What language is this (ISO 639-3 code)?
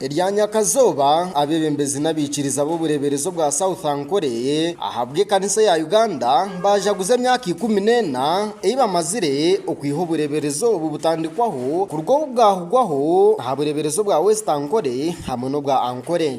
nyn